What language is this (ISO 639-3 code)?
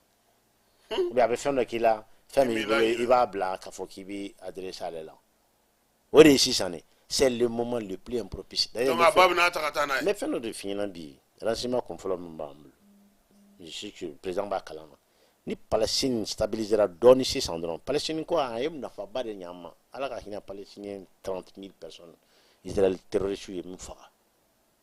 bam